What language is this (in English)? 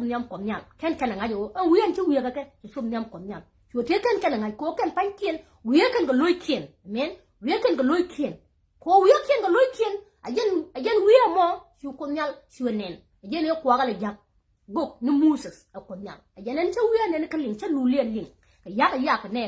Nuer